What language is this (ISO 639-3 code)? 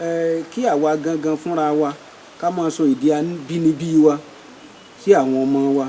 yor